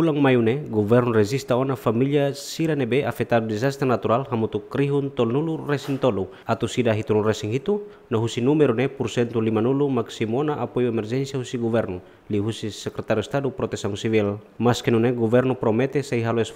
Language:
Tetum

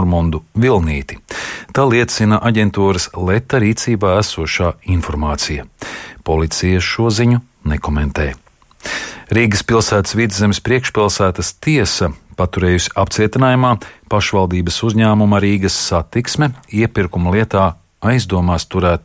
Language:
Latvian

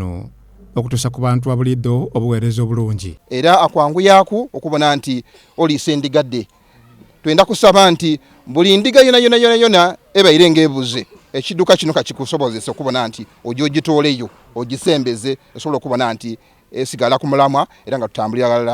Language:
Soga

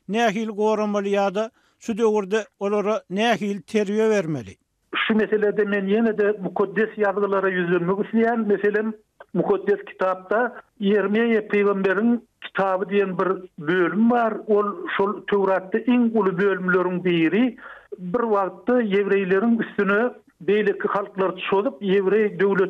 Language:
Turkmen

